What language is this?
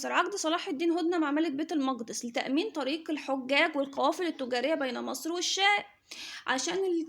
Egyptian Arabic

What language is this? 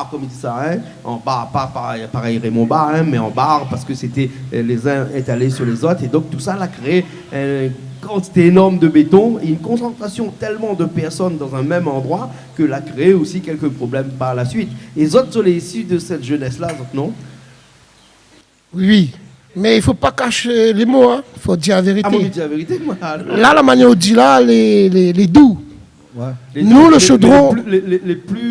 Réunion Creole French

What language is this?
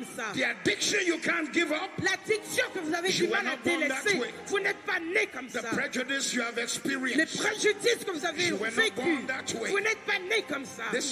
French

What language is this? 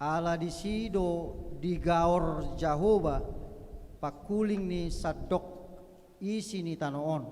Batak Toba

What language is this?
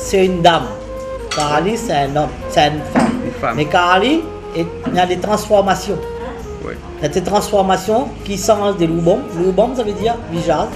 Réunion Creole French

